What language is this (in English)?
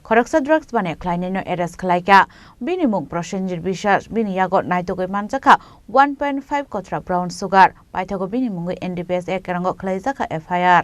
Kok Borok